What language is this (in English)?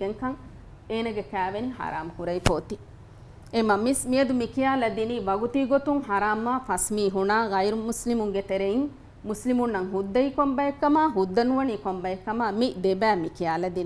Divehi